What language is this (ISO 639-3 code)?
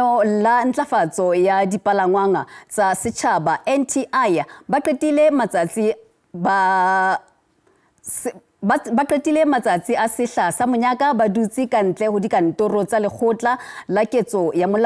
sot